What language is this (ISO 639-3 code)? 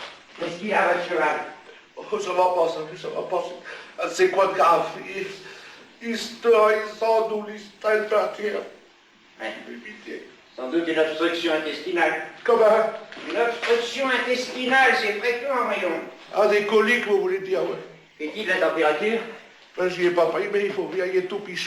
pcd